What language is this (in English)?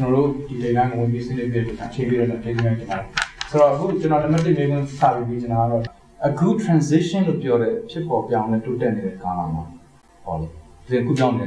Burmese